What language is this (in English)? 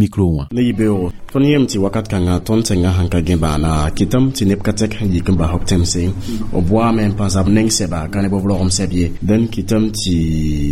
Mossi